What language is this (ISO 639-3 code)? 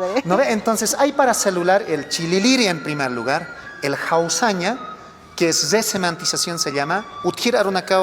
aym